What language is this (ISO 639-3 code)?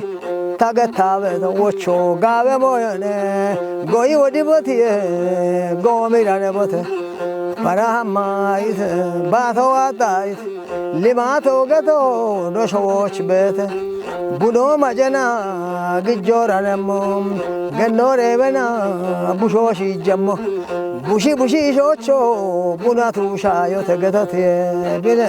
kbr